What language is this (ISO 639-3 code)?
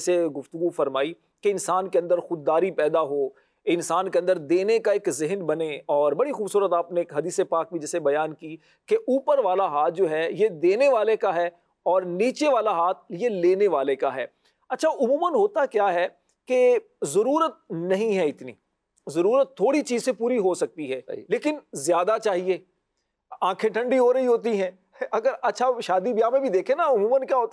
urd